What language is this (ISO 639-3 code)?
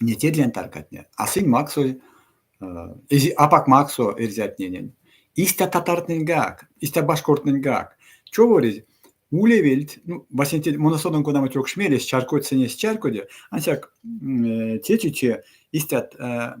myv